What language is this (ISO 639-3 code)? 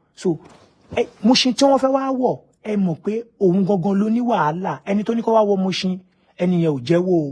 yor